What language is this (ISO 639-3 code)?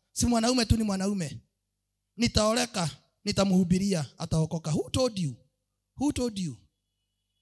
swa